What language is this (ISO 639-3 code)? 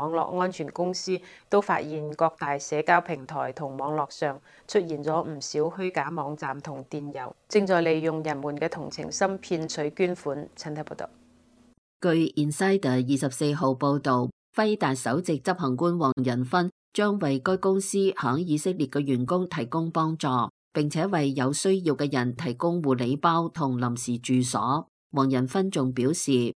yue